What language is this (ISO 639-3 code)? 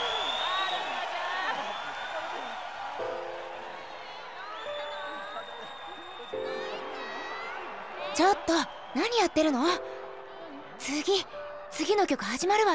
jpn